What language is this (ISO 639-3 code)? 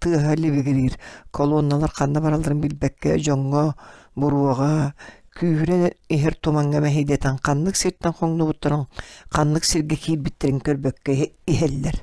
sah